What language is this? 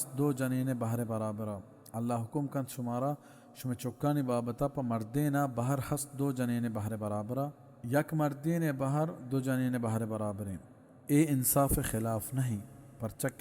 Baluchi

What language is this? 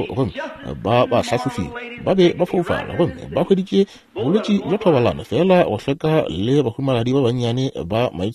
Northern Sotho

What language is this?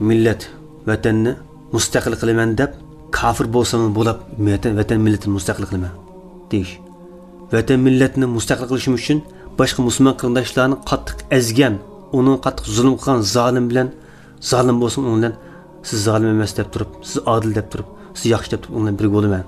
Uyghur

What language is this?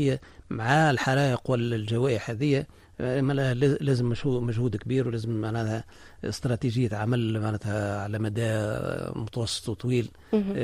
Tunisian Arabic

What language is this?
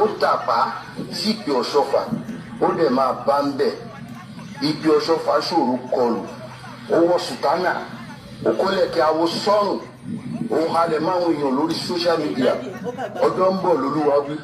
Yoruba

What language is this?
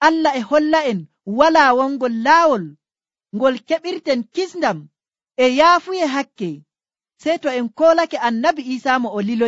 Nigerian Fulfulde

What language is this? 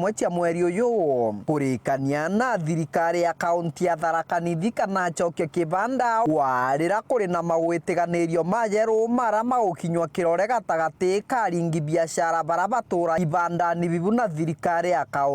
Meru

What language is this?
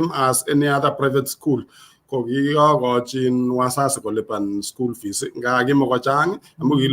Kalenjin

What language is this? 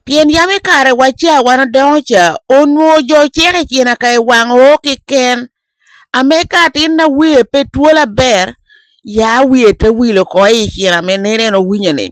Lango (Uganda)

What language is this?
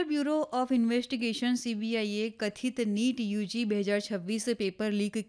Gujarati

